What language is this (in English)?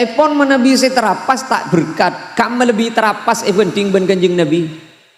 Madurese